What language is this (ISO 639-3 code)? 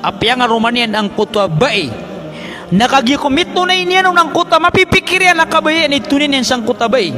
mrw